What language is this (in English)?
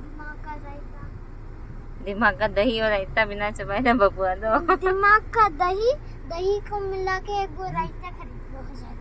Santali